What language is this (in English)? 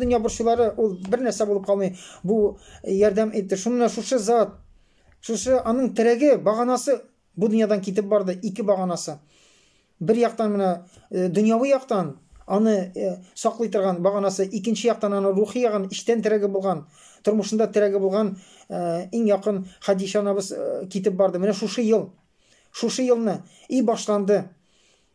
Tatar